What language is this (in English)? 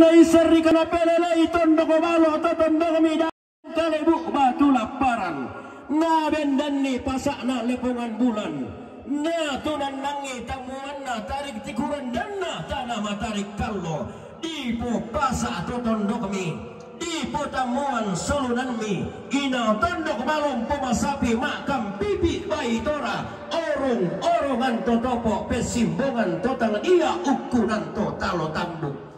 Toraja-Sa'dan